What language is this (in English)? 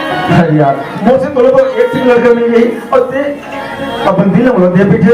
Chhattisgarhi